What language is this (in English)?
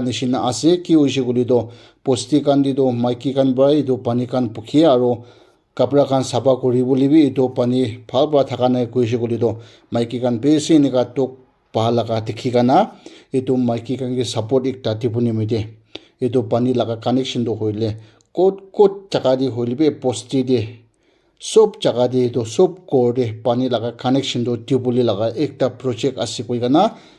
Naga Pidgin